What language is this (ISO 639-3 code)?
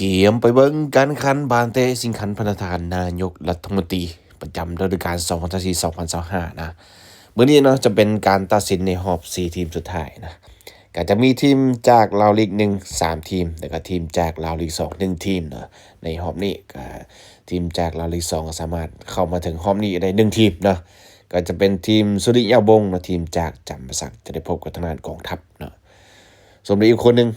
lao